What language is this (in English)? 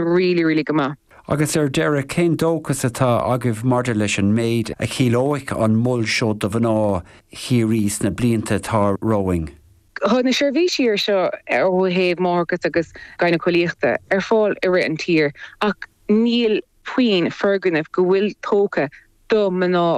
Irish